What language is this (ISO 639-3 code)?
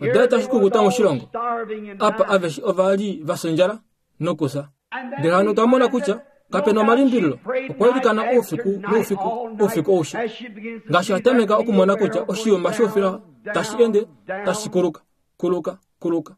kua